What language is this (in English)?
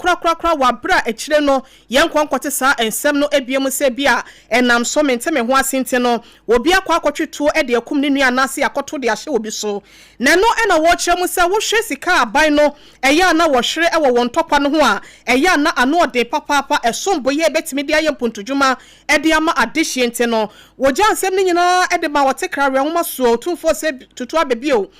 Akan